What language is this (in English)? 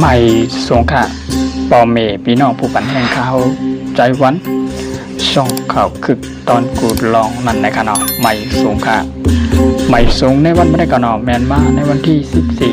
Shan